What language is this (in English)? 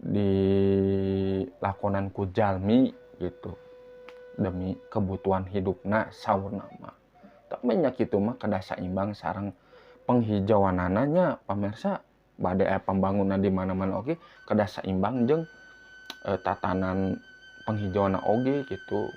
Sundanese